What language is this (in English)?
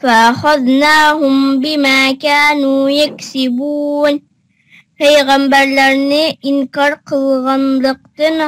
Uyghur